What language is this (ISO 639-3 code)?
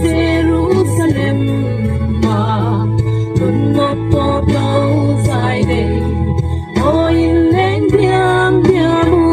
gnb